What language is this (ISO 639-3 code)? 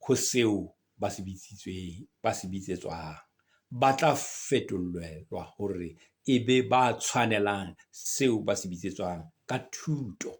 sot